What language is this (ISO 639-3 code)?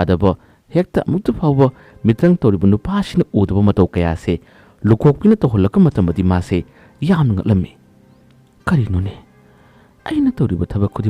mni